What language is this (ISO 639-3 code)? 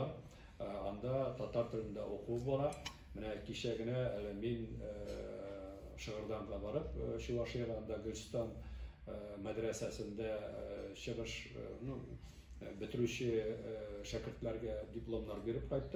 tat